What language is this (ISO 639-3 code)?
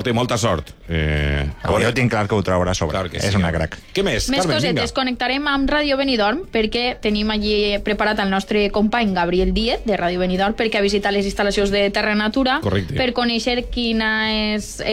cat